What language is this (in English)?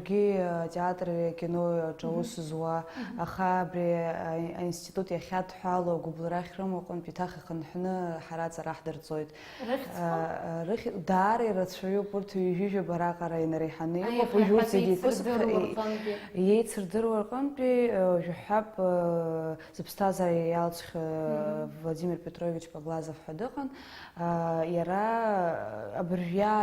Abkhazian